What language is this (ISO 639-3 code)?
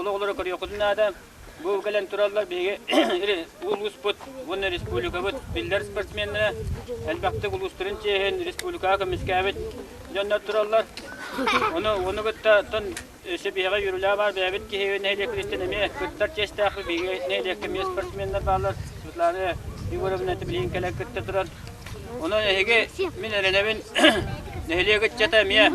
sah